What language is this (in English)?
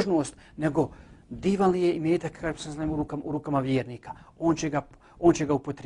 Bosnian